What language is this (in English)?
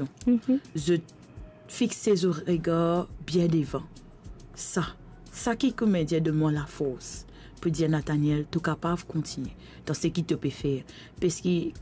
Morisyen